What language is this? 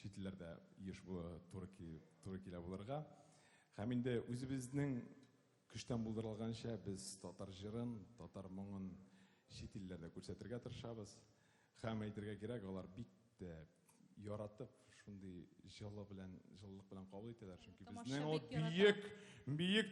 Tatar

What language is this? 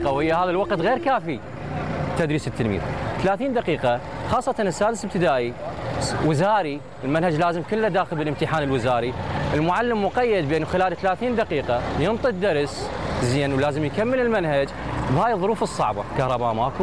Mesopotamian Arabic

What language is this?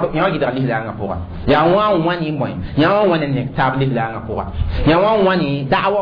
Mossi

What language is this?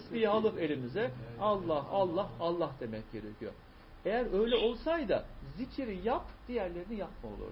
Turkish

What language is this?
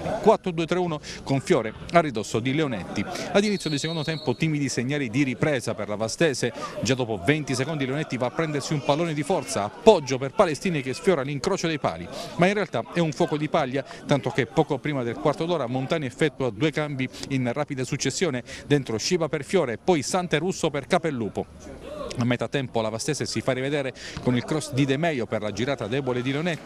Italian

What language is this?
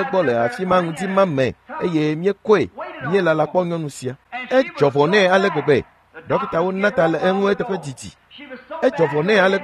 Ewe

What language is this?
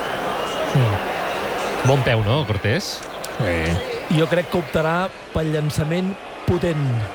Catalan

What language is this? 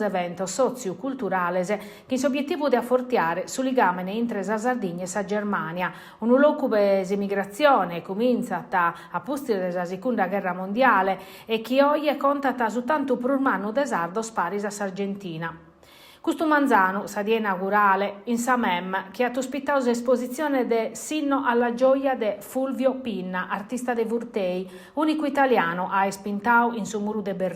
Sardinian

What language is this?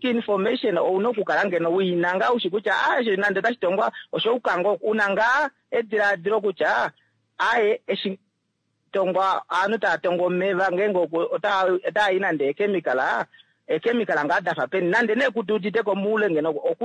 Kuanyama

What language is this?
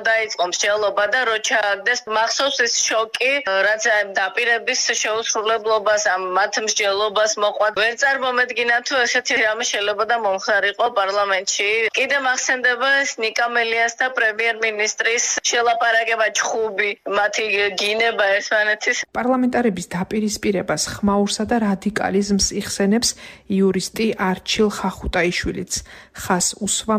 Georgian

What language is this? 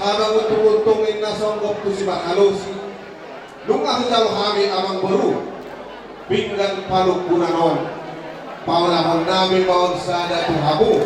Batak Toba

